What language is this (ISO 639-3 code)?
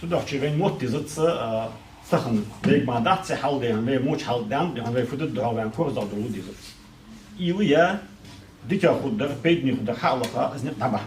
inh